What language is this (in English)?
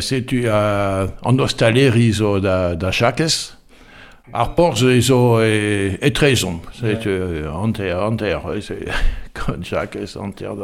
Breton